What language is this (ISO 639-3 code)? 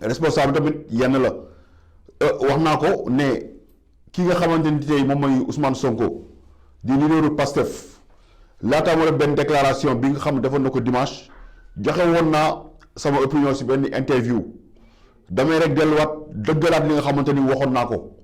wol